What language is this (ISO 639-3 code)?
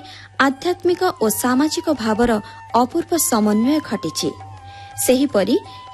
ori